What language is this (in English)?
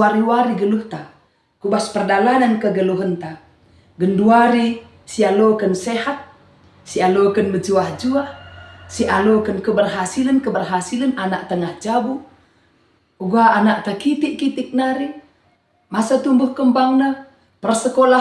Batak Karo